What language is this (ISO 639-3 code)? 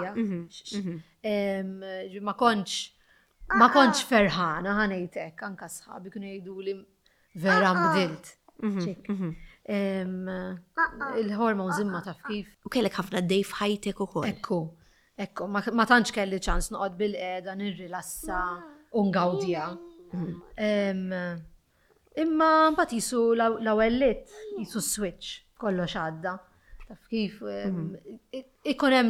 mlt